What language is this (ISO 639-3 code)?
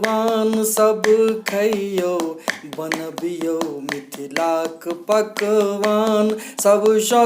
mai